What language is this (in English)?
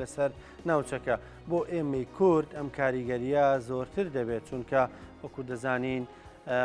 Central Kurdish